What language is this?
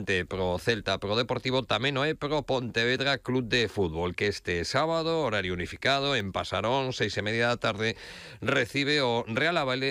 Galician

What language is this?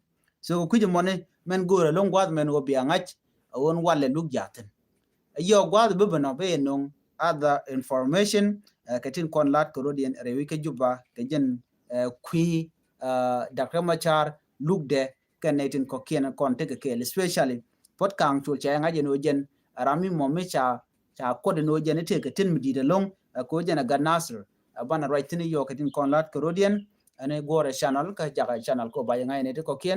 Nuer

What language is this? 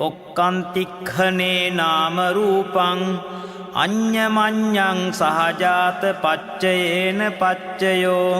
Pali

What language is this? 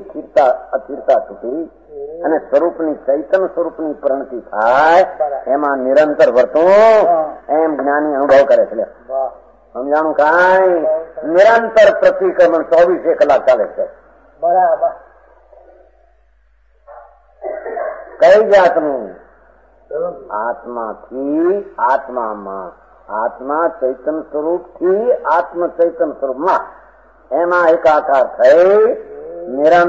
Gujarati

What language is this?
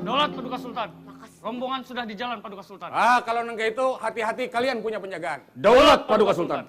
Banjar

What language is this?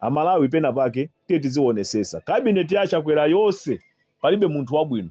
Nyanja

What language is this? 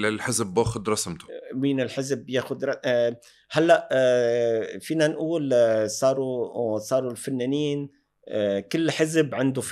North Levantine Arabic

